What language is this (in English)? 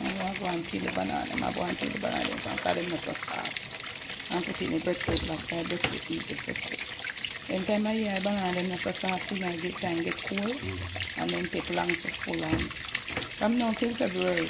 Jamaican Creole English